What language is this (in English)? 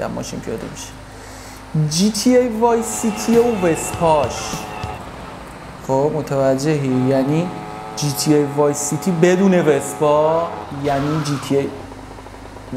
Persian